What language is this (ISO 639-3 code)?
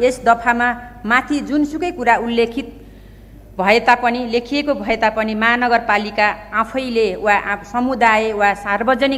nep